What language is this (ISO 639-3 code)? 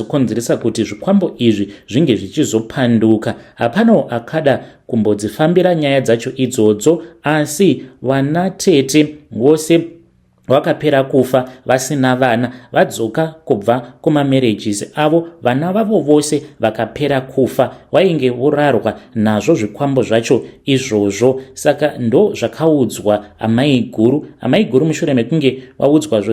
sna